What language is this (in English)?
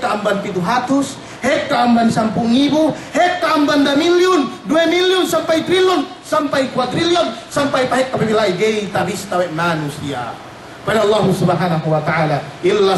Yakan